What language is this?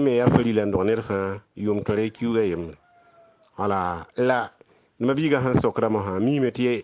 Mossi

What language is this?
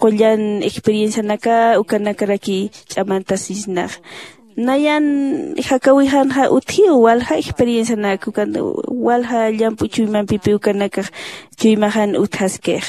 Aymara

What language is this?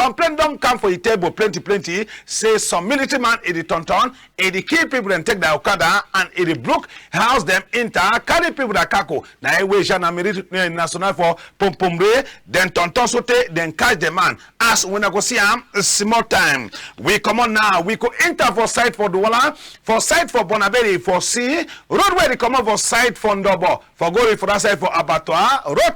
Cameroon Pidgin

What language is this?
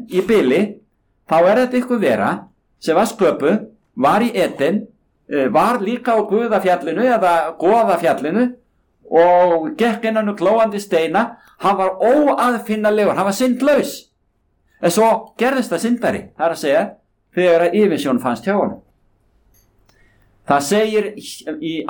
Icelandic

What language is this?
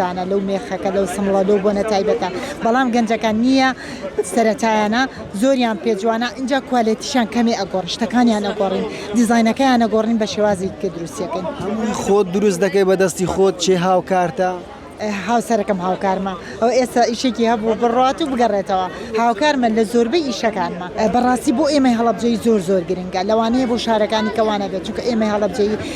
Central Kurdish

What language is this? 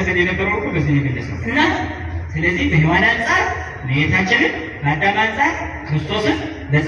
Amharic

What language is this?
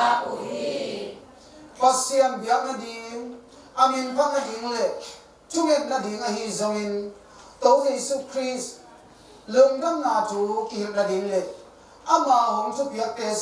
Tedim Chin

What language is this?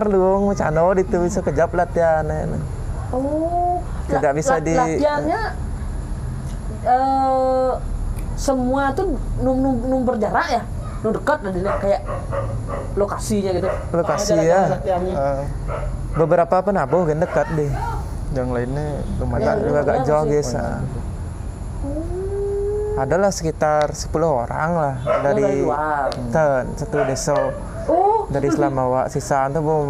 Indonesian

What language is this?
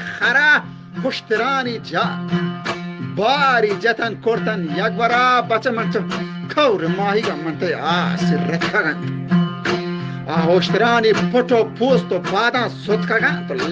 Eastern Balochi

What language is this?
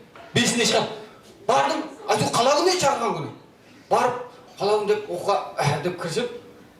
Kara-Kalpak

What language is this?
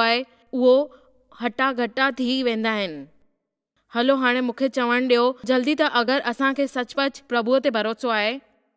Sindhi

